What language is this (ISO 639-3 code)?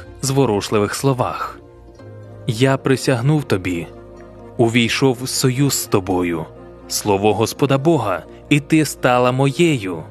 ukr